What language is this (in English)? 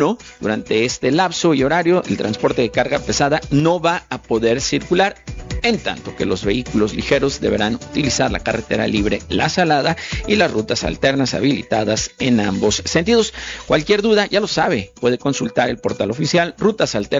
Spanish